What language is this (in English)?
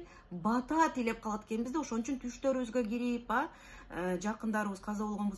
Kyrgyz